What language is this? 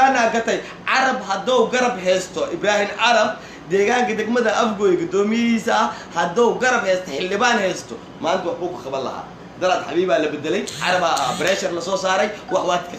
Somali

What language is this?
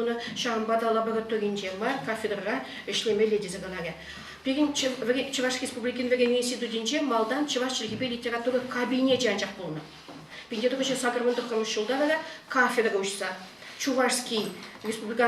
Chuvash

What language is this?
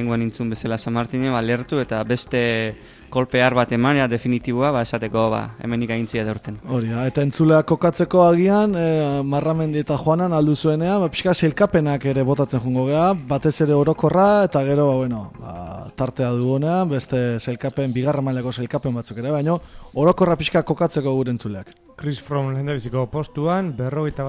Basque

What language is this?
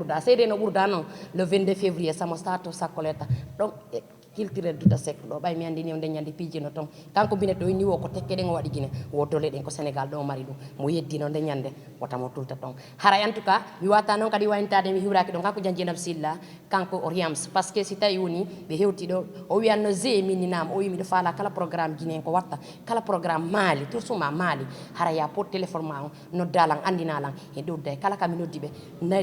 Fula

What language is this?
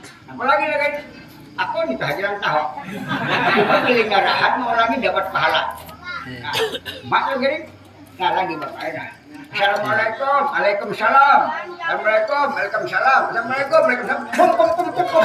Banjar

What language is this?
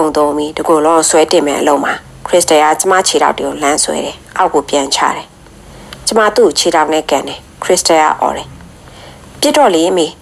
Burmese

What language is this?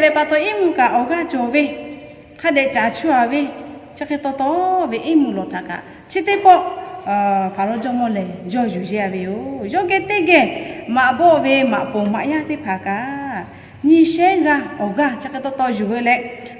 Lahu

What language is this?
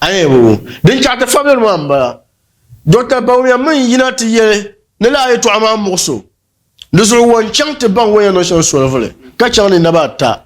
Dagbani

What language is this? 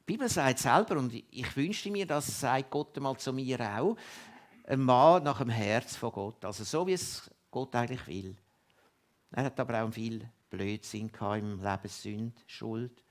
Swiss German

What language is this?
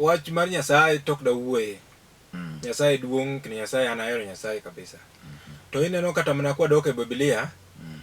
Luo (Kenya and Tanzania)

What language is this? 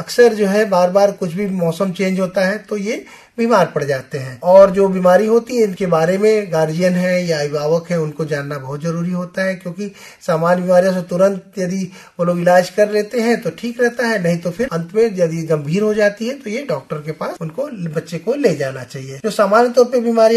Hindi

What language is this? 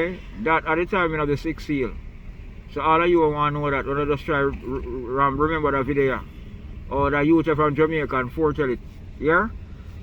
Jamaican Creole English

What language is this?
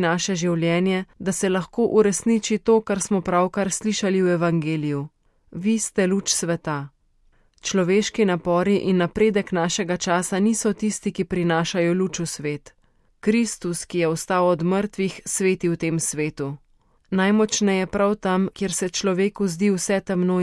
Slovenian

